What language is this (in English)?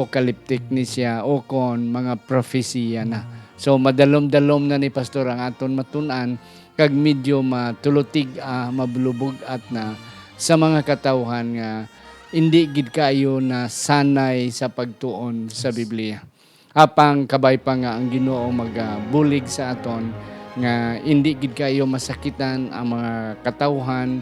Hiligaynon